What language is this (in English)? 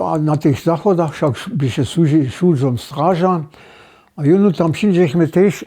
Upper Sorbian